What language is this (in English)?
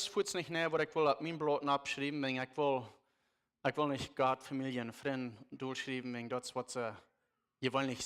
Plautdietsch